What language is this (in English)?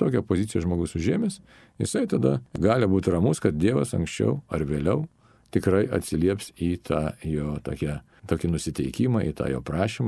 Lithuanian